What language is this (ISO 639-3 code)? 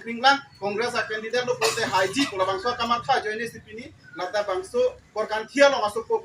mjw